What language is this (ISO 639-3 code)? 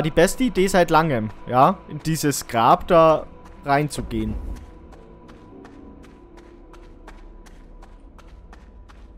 deu